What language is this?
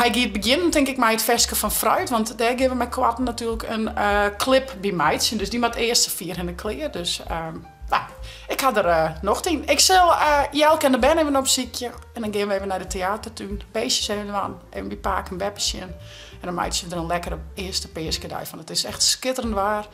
Western Frisian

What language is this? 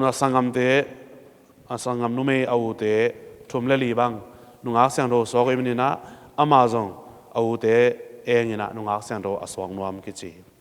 Tedim Chin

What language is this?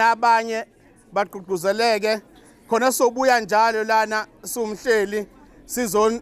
Zulu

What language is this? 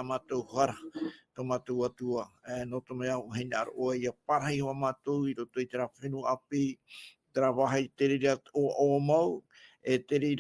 Tahitian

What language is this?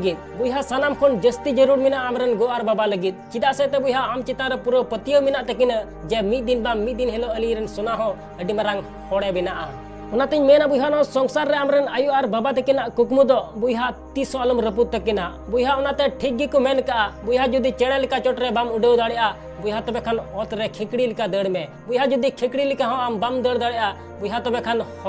Santali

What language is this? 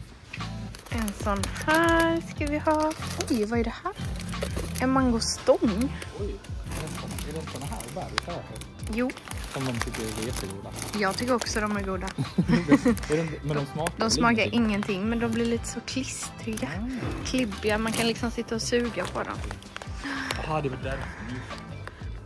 Swedish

